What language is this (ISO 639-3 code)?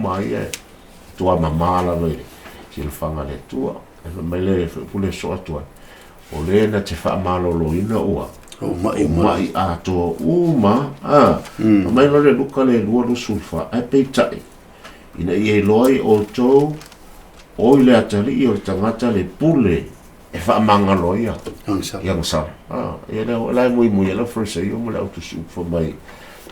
smo